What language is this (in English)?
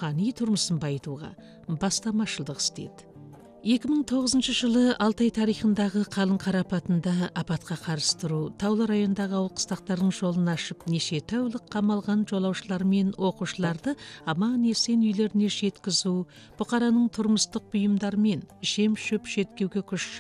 Kazakh